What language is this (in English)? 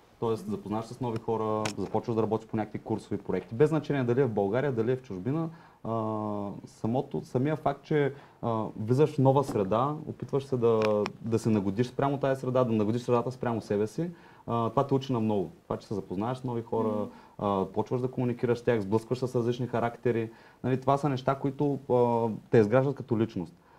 Bulgarian